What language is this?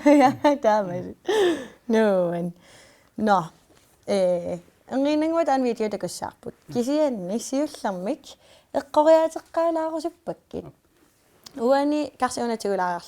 Kalaallisut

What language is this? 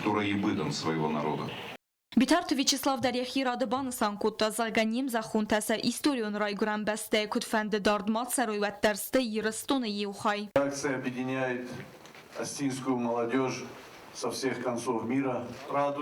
Ossetic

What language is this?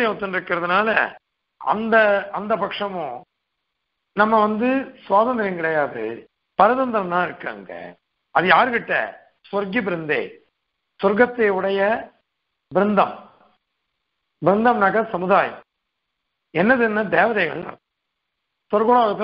Tamil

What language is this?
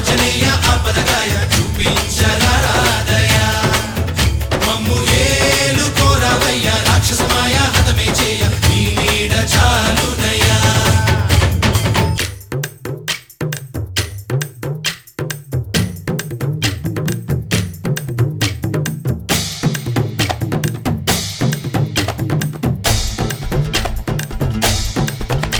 Telugu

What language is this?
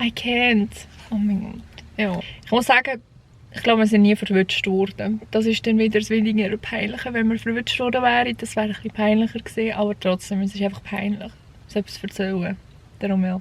Swiss German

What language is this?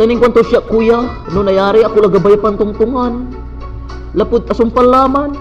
Pangasinan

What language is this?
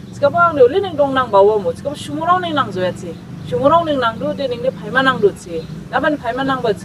Dimasa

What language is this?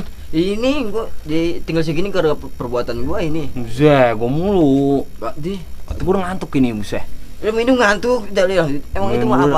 Betawi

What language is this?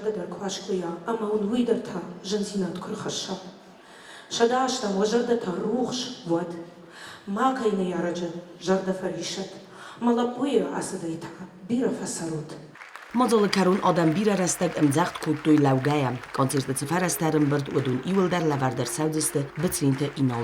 Ossetic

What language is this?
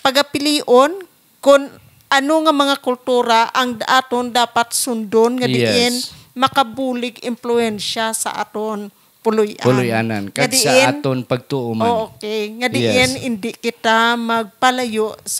Hiligaynon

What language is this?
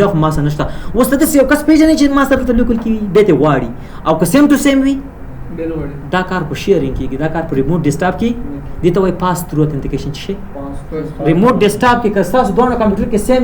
Pashto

